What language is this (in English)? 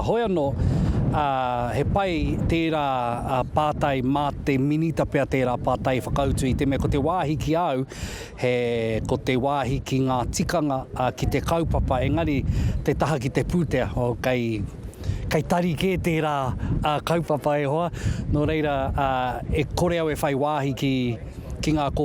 Māori